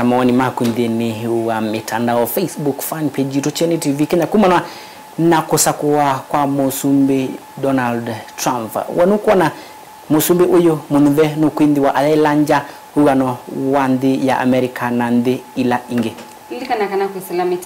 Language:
Kamba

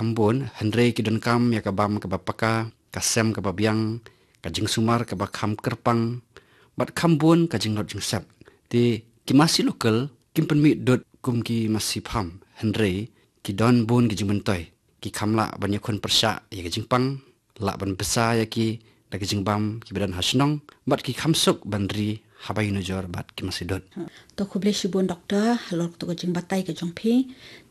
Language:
Khasi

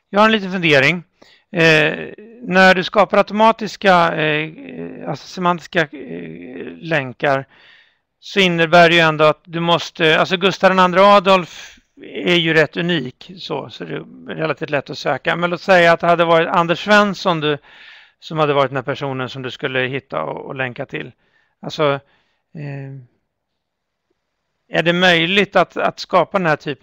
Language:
Swedish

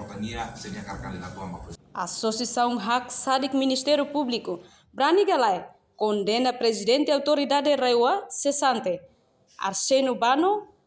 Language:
Tetum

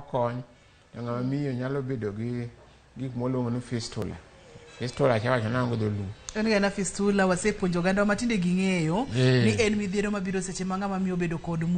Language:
Luo (Kenya and Tanzania)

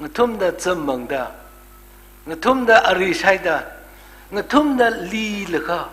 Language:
Tangkhul Naga (India)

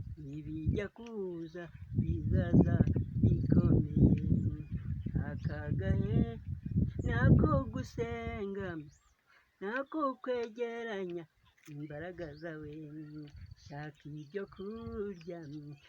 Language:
Kinyarwanda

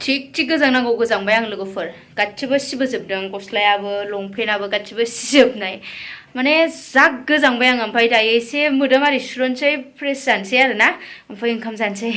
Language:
Bodo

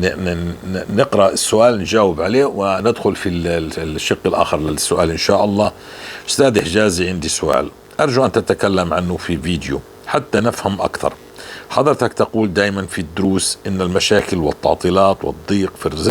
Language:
North Levantine Arabic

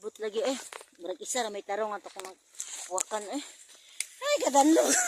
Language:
Cebuano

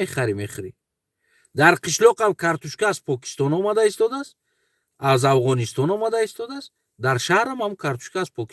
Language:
Tajik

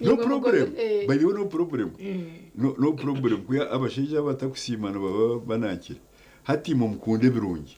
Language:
Nyankole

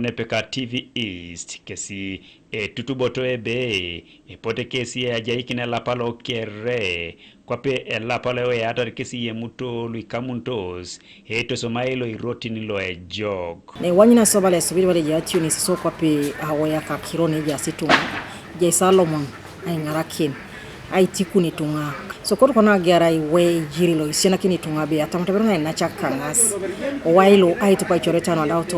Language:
Teso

